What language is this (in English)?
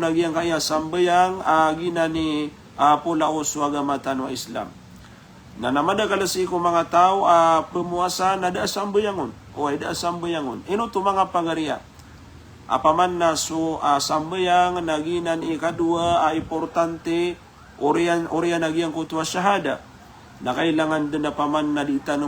Maranao